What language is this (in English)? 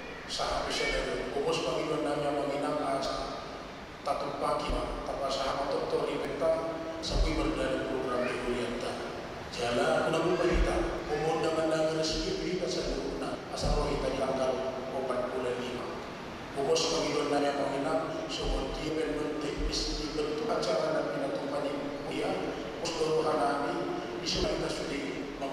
Batak Toba